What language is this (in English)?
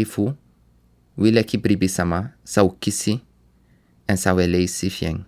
Sranan Tongo